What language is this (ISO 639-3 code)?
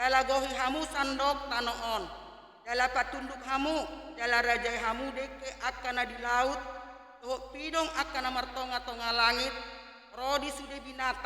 bbc